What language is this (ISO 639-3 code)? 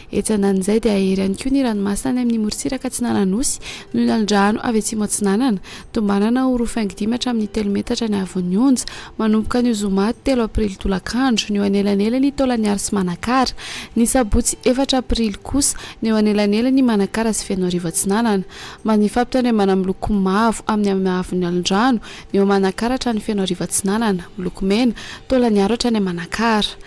mlg